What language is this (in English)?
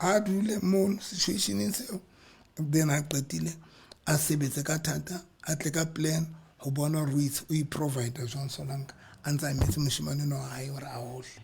Southern Sotho